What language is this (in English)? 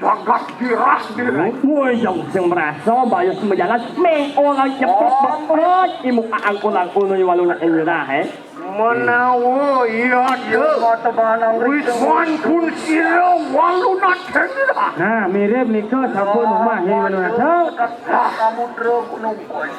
Balinese